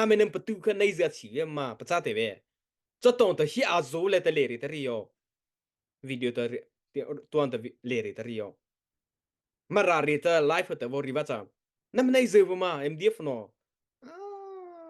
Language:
Mara Chin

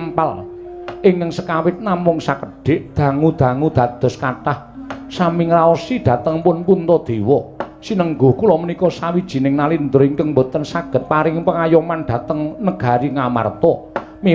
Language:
Javanese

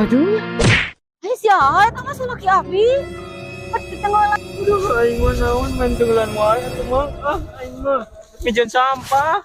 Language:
Sundanese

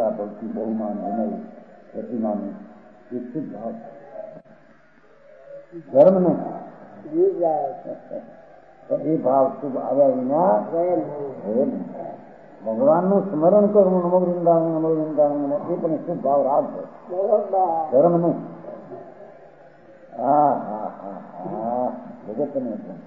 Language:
Gujarati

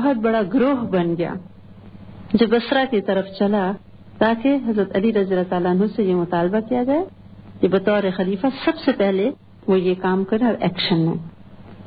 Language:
Urdu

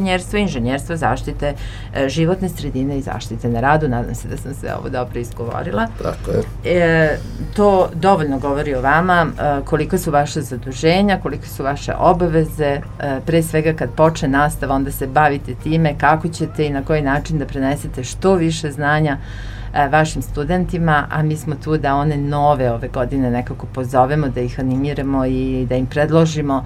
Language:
Serbian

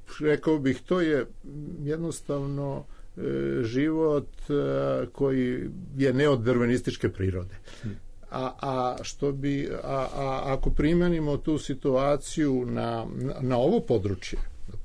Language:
Serbian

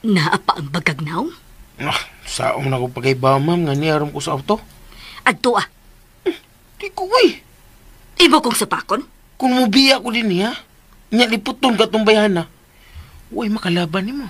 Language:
Cebuano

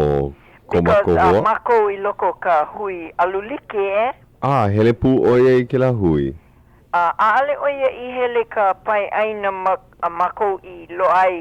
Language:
Hawaiian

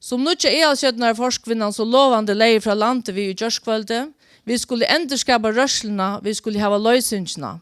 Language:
Faroese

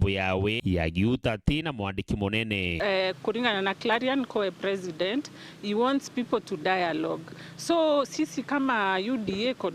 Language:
Meru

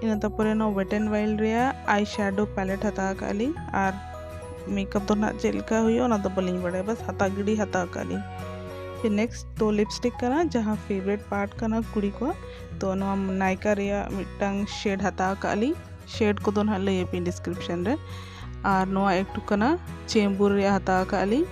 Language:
Santali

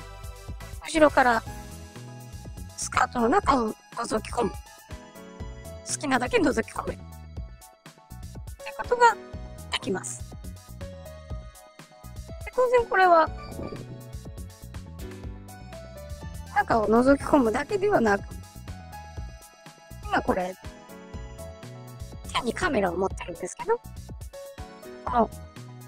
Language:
Japanese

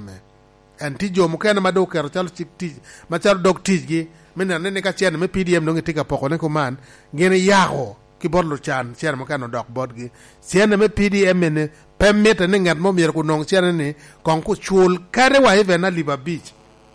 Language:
Lango (Uganda)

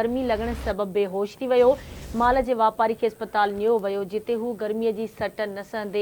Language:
Sindhi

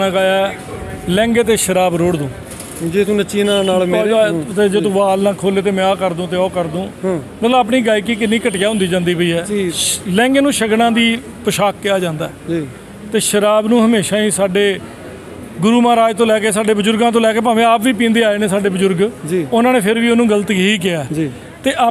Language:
Punjabi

